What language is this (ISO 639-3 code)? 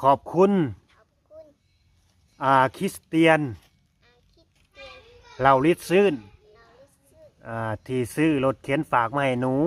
lao